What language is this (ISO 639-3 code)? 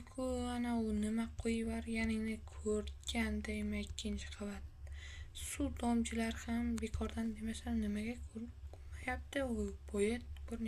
uzb